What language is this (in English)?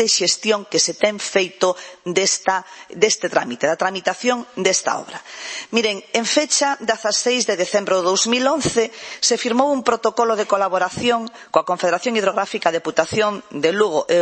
Galician